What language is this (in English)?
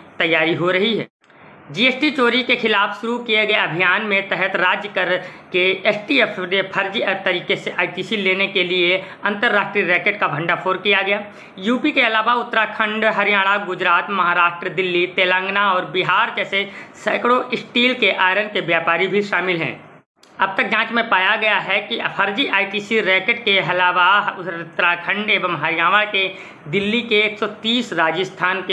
Hindi